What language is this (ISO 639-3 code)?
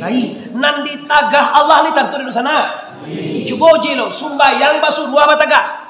min